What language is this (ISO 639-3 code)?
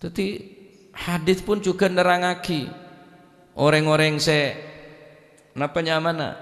mad